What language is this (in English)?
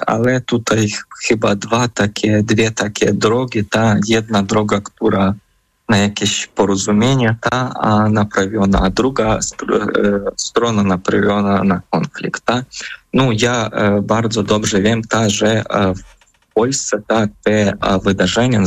Polish